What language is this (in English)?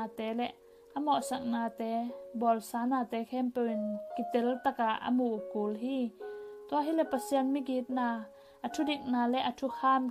Tedim Chin